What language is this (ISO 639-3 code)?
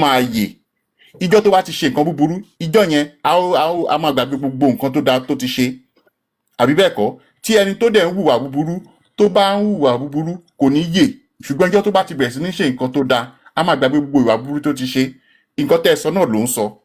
yor